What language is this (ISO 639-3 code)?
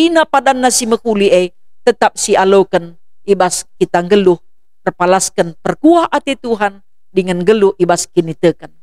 btx